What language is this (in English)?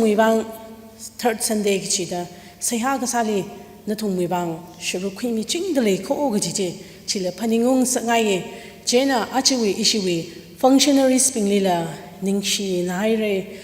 Tangkhul Naga (India)